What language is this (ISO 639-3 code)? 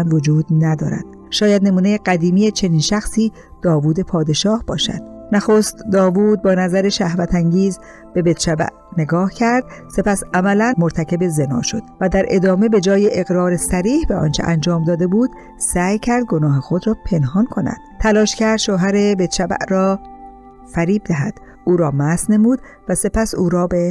fas